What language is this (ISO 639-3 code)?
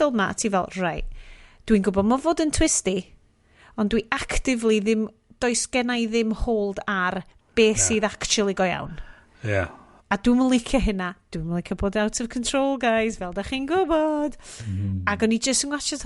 cym